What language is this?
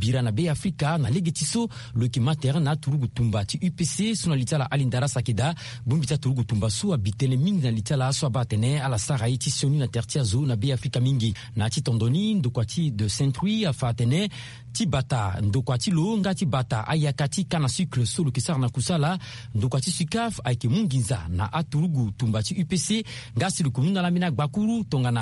Sango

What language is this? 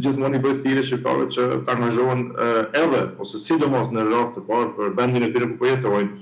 Albanian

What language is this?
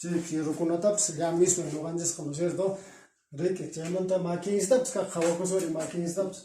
Quechua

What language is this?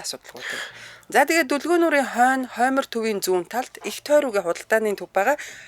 Mongolian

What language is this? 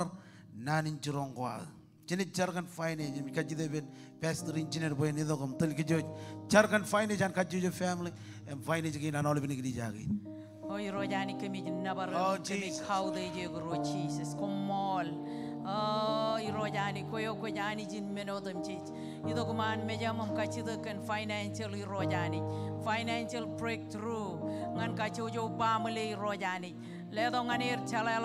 Marshallese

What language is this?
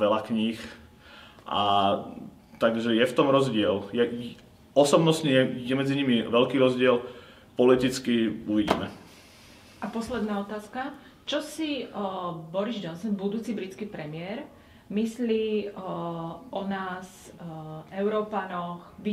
Slovak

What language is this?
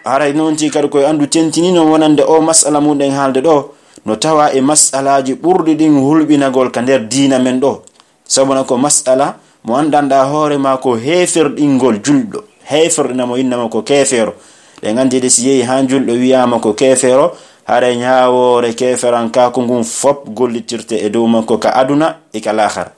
Pular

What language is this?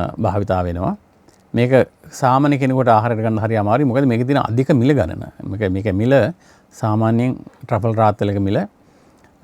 Sinhala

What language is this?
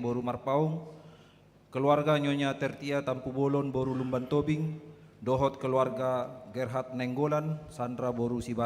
Batak Toba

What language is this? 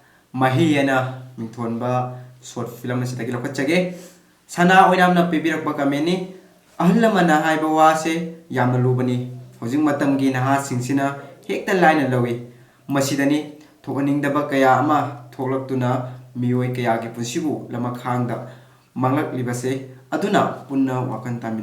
Manipuri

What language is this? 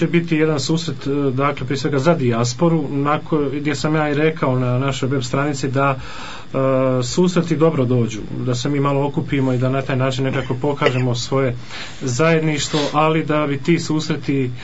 Croatian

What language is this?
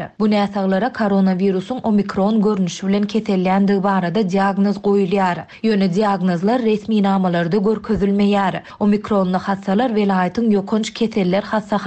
Turkmen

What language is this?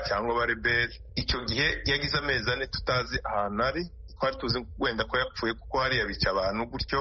Kinyarwanda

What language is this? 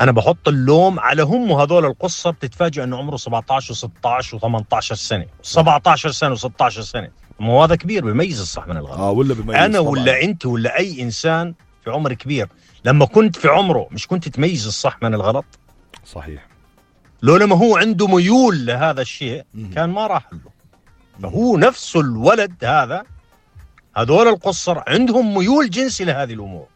North Levantine Arabic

